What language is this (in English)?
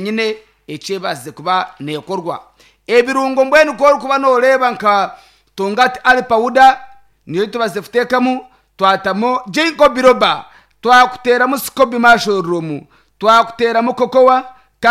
Nyankole